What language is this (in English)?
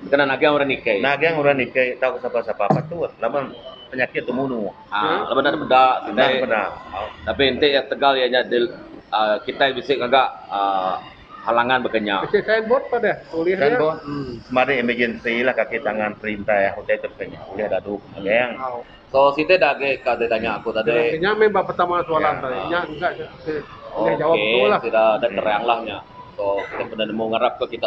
Iban